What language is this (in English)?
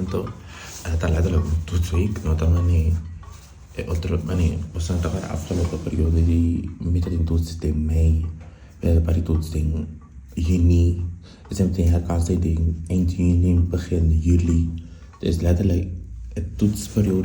Papiamento